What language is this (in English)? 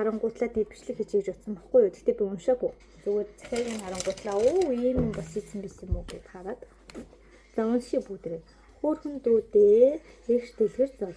Mongolian